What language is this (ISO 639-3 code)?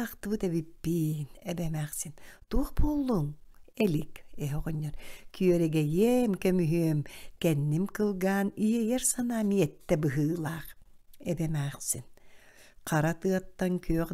sah